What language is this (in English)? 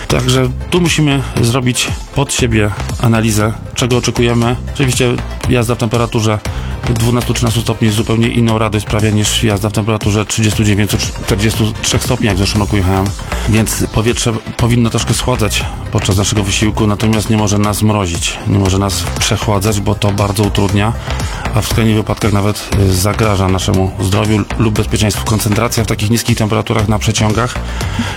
Polish